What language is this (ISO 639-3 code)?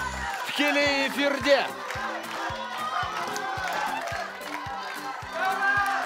kaz